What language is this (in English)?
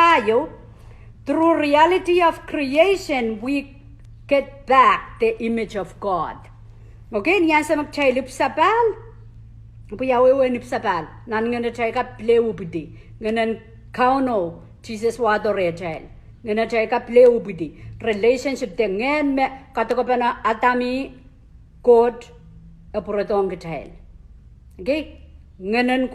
Pohnpeian